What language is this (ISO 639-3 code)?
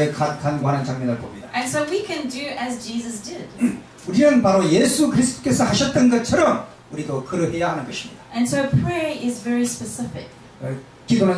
kor